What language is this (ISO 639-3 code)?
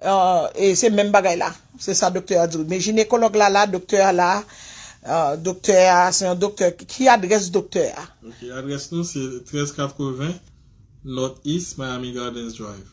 hat